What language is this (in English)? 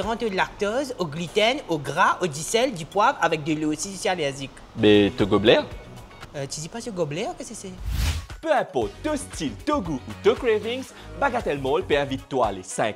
Morisyen